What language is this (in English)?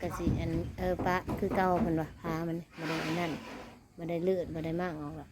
Northeastern Thai